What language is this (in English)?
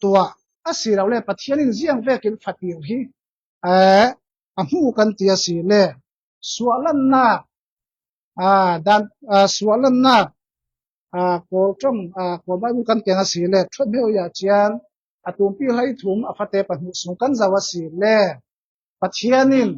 Falam Chin